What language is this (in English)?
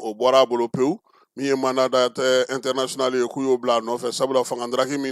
Bambara